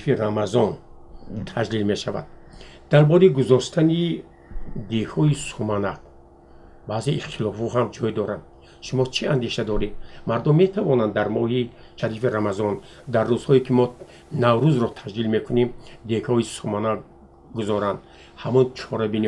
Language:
Tajik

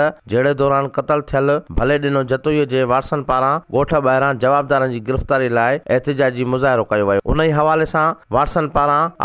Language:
Sindhi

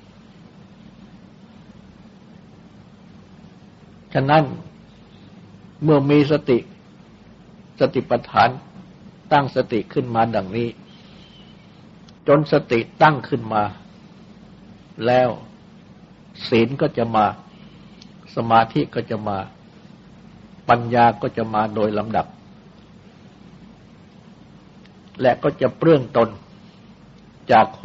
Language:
Thai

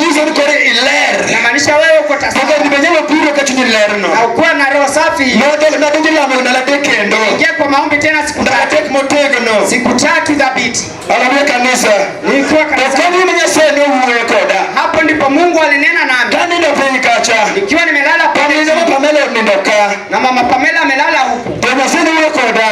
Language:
Luo (Kenya and Tanzania)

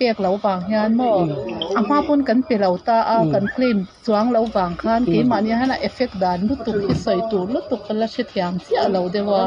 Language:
Mizo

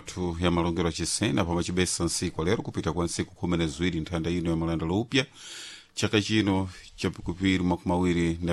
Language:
Sena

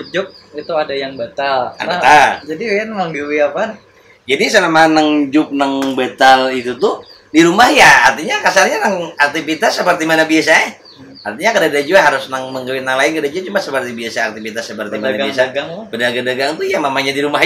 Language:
Banjar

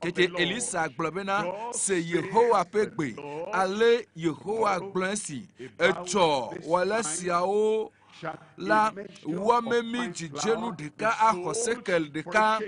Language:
Ewe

